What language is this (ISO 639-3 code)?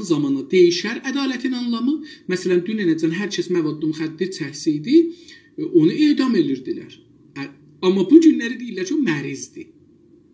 azb